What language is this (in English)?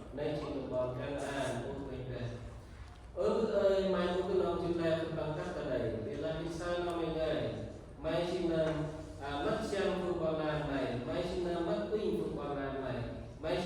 Central Mnong